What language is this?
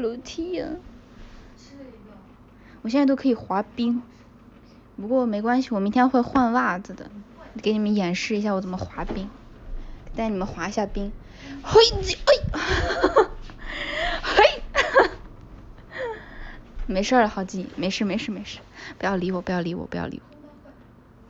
Chinese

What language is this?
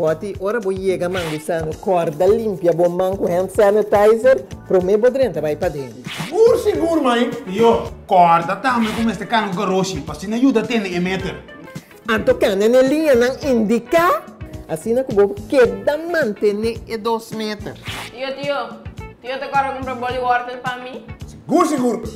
Papiamento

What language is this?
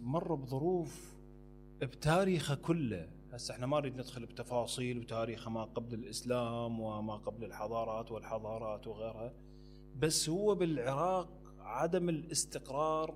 Mesopotamian Arabic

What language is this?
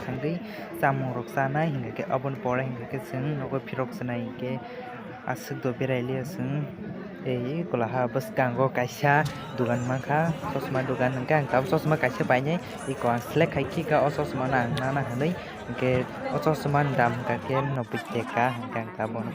Kok Borok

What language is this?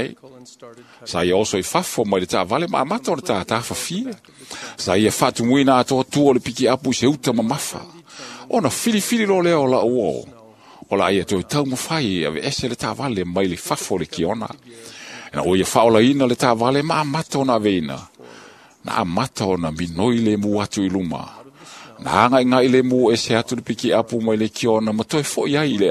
Samoan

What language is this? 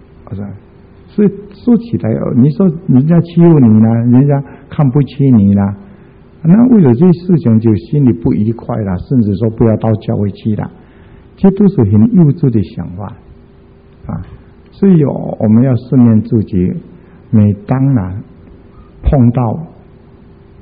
Chinese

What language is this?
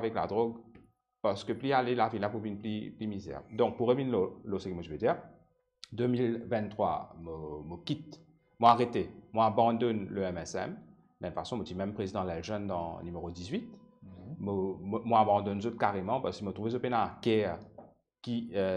Morisyen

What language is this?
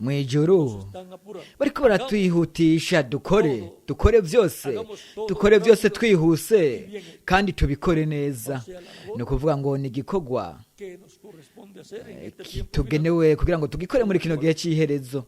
Rundi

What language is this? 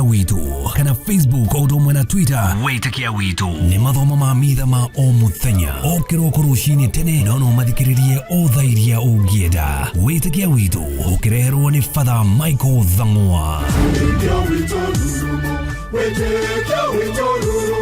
Kikuyu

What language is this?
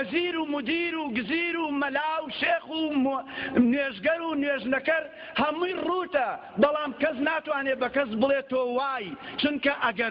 Central Kurdish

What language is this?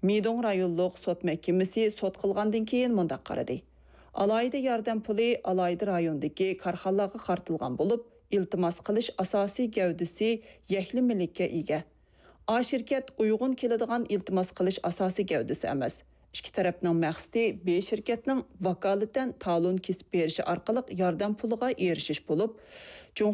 Uyghur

